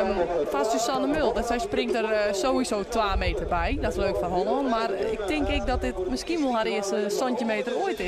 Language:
Western Frisian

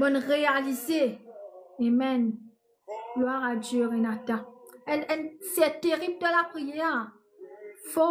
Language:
Morisyen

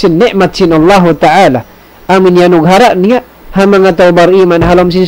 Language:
Tausug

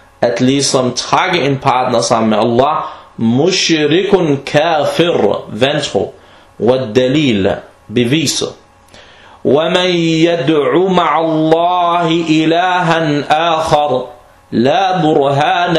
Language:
Danish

